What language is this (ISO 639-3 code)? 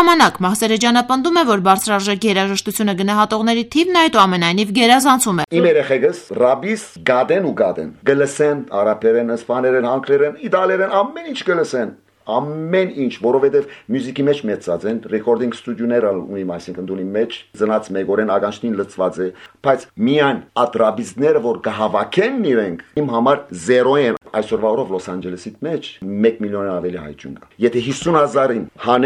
hye